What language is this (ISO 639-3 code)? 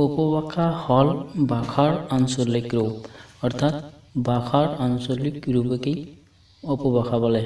asm